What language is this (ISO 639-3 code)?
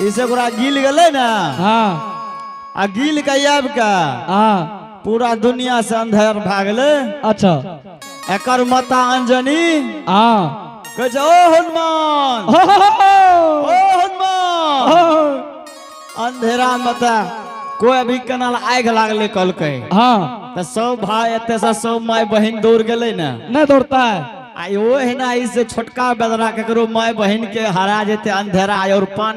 anp